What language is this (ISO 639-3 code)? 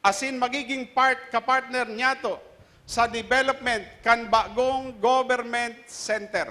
bik